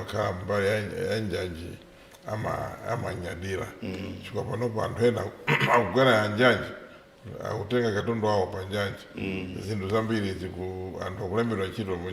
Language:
Nyanja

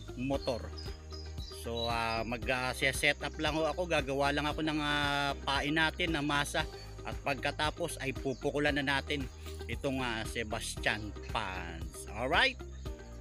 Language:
Filipino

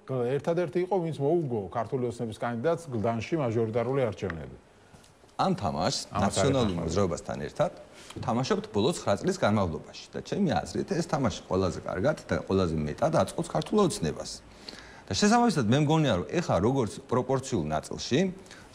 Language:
Georgian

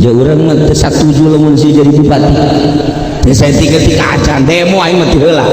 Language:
Sundanese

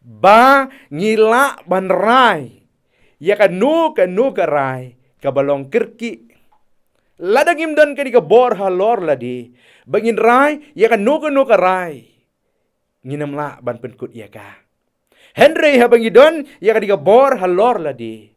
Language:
Khasi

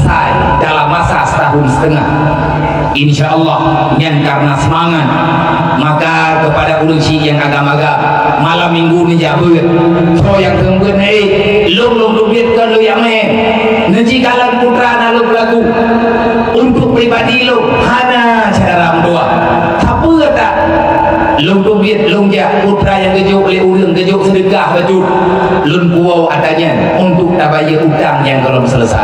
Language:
Achinese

